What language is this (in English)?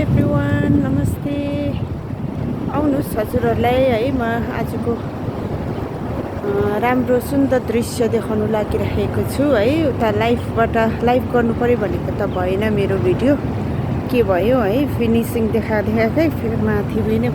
Nepali